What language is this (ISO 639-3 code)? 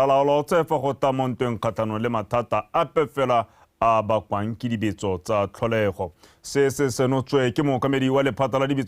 tsn